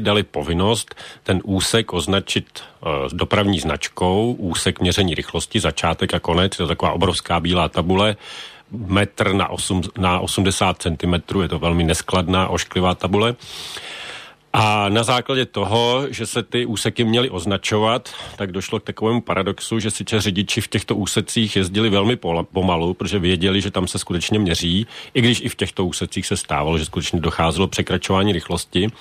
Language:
Czech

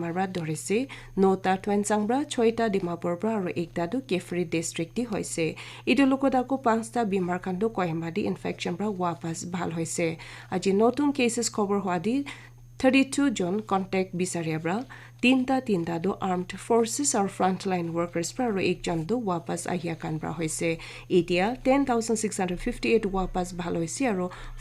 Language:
Naga Pidgin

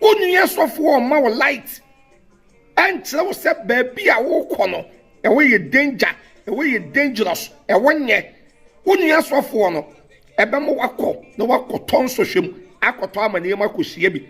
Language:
Akan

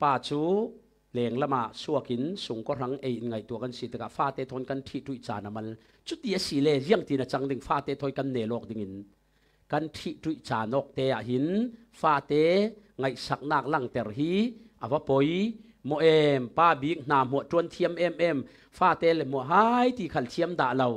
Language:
Falam Chin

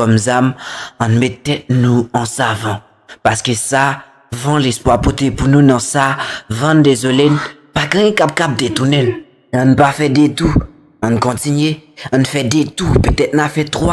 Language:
Haitian Creole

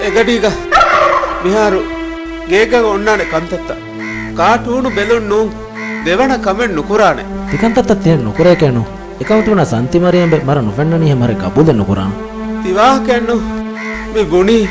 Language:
Divehi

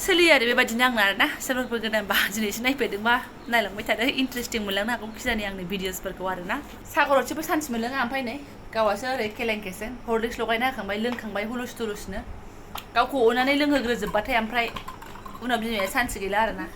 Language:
Bodo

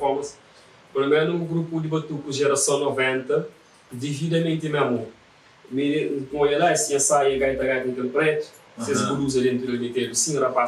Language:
Kabuverdianu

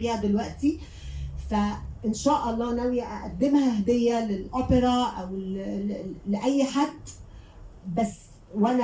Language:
Egyptian Arabic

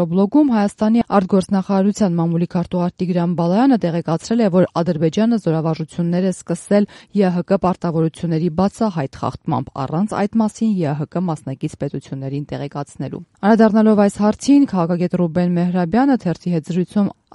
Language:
Armenian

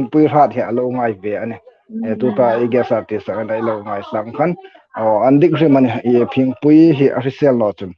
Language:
Hmar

